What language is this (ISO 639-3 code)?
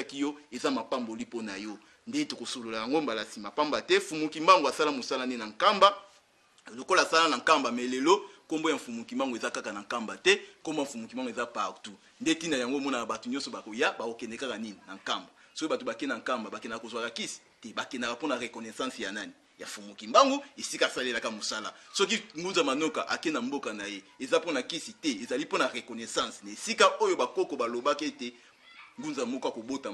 lin